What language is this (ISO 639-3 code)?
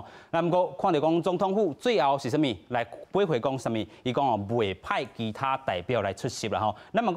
nan